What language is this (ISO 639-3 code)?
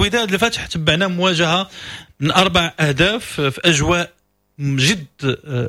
ary